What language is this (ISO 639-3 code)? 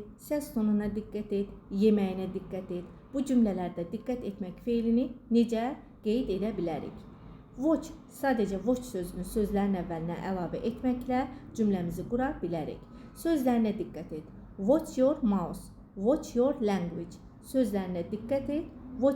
aze